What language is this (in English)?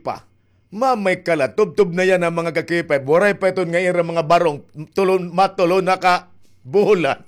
Waray